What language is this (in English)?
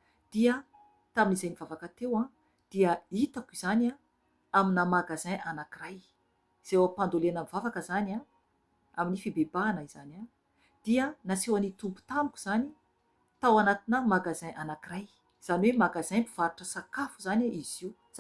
Malagasy